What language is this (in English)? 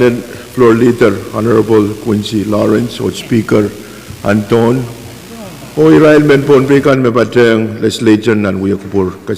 Pohnpeian